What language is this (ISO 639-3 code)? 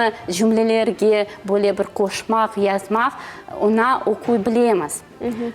crh